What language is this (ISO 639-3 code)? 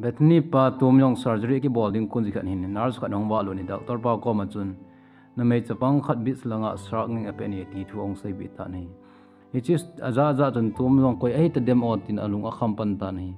tcz